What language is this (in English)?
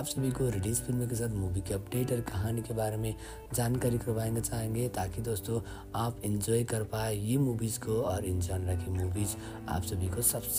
Hindi